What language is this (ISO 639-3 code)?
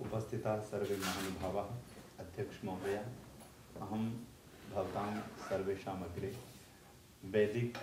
san